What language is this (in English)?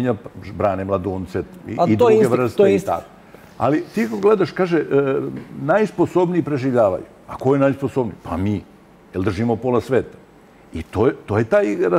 Serbian